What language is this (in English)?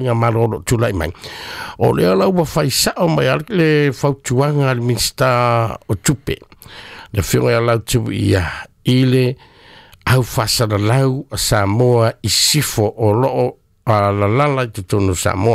Samoan